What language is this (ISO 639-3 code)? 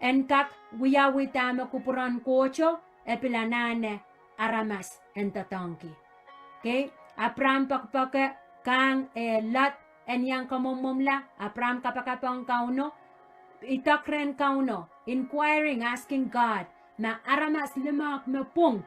pon